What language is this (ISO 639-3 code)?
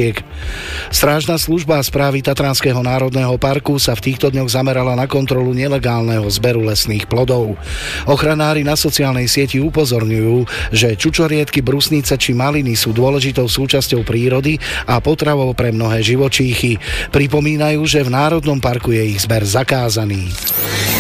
slk